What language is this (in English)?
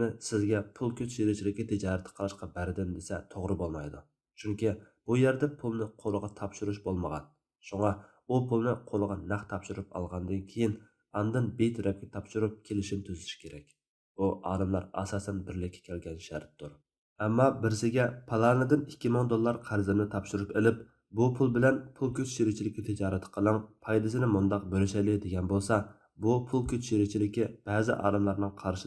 Uyghur